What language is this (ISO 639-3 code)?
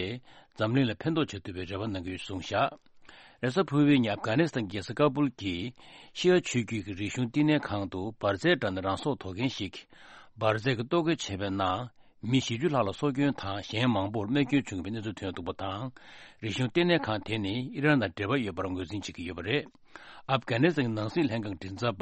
bod